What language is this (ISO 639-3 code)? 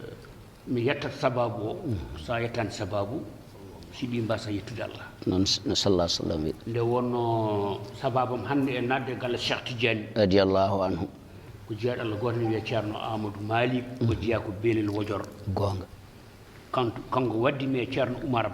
ful